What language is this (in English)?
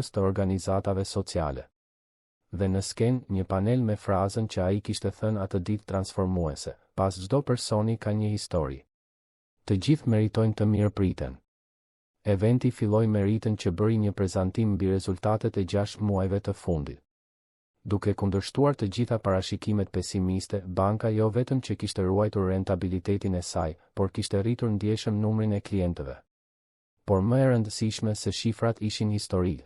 Albanian